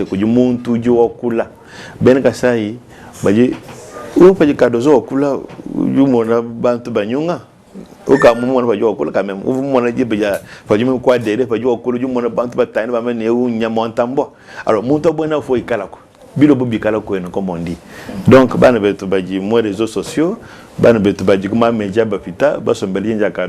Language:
Luba-Lulua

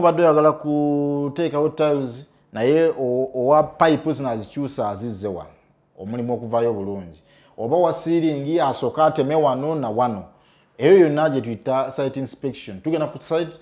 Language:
Ganda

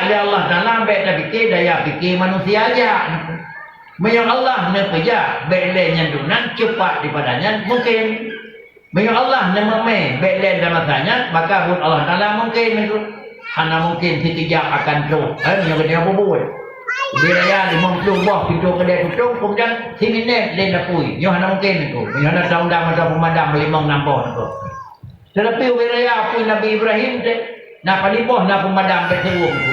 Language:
Achinese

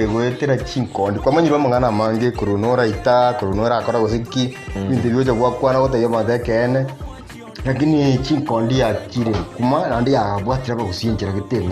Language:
Gusii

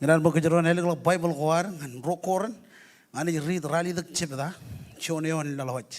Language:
Marshallese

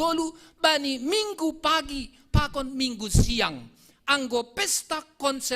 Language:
Batak Simalungun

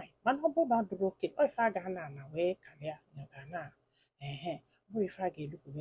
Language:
Igbo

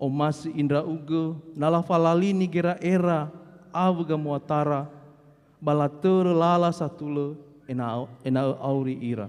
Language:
Nias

